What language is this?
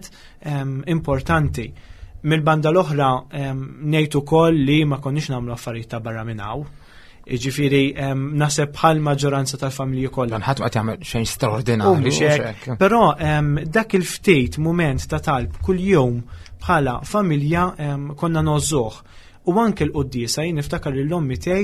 Maltese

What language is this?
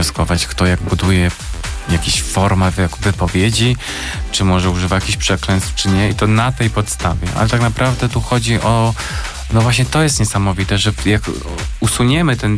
Polish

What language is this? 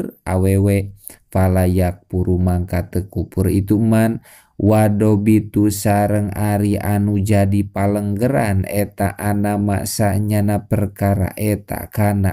Sundanese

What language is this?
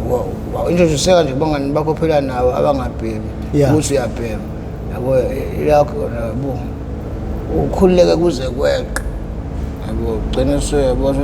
Zulu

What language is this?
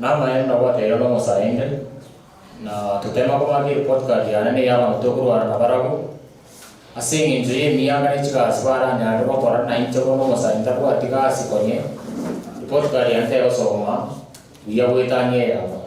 Gusii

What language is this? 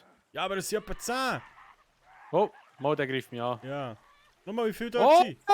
Swiss German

